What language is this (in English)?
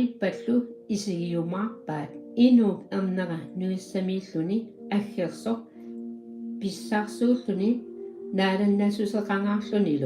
Kalaallisut